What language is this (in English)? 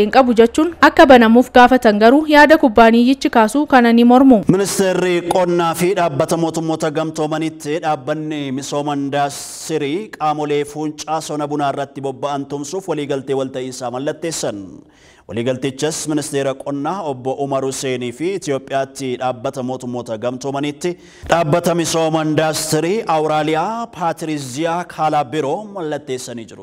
Oromo